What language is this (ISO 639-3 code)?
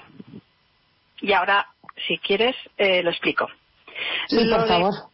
spa